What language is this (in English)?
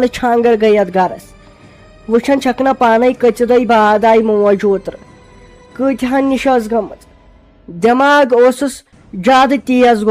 Kashmiri